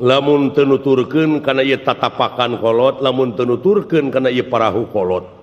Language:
Sundanese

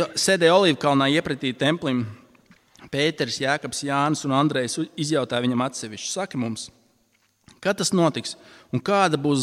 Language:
Latvian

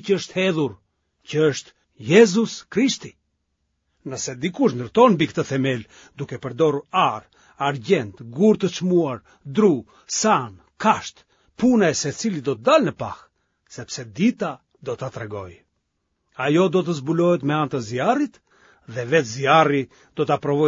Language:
Albanian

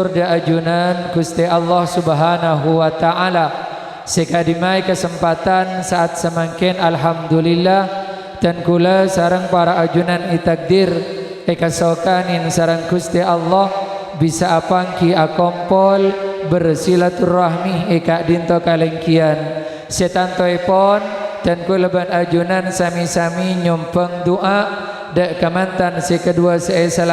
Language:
Madurese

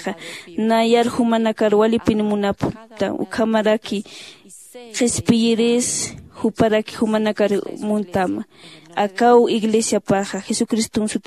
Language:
Aymara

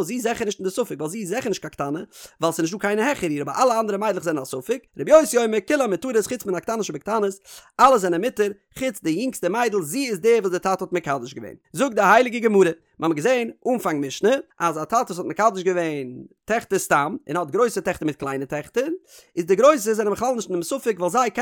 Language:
Yiddish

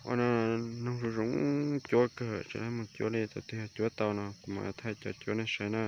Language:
Hmong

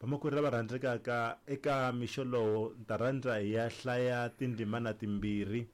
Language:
Tsonga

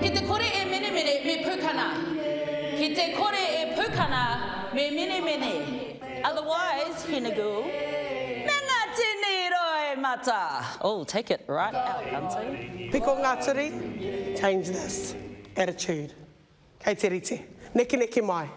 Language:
Māori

